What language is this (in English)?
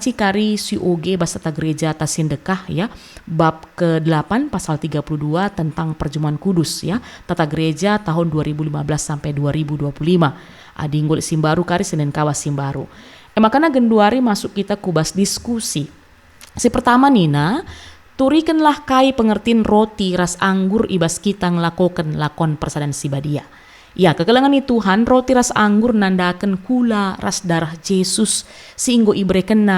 Batak Karo